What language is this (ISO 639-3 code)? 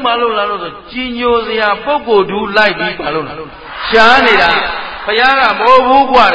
mya